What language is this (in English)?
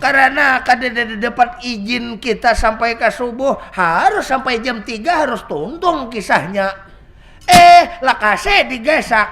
Banjar